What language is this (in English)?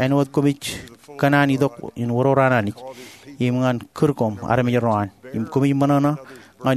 Marshallese